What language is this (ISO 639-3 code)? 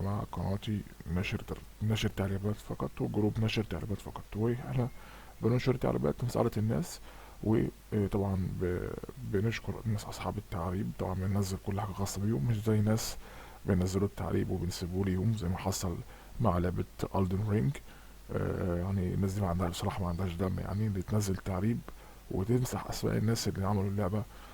arz